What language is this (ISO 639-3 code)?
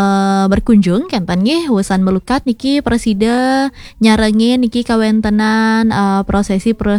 ban